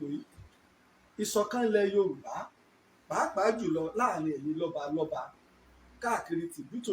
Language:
Yoruba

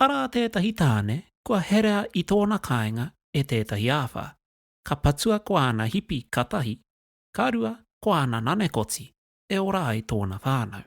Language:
Māori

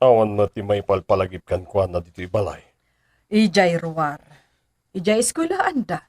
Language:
Iloko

